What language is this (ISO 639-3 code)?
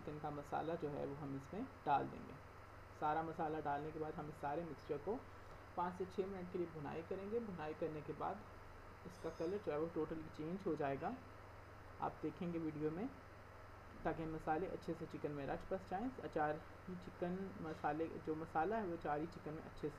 hin